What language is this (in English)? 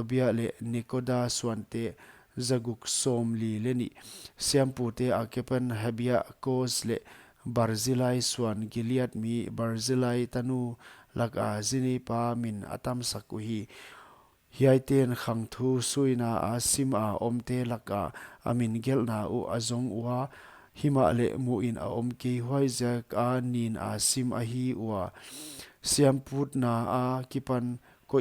Paite Chin